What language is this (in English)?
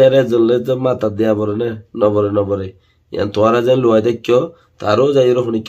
Rohingya